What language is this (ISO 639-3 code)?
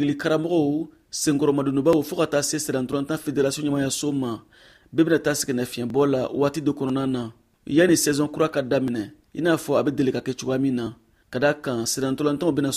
bam